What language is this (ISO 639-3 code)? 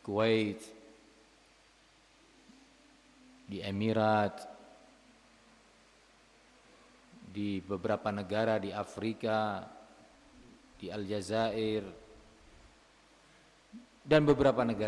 ind